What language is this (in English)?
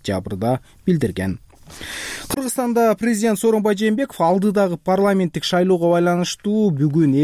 Kyrgyz